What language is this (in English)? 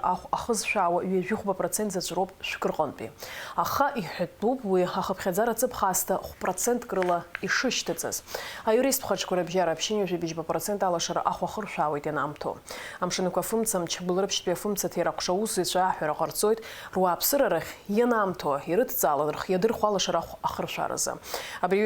Abkhazian